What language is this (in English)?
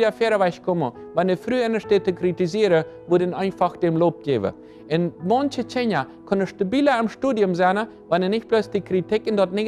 Plautdietsch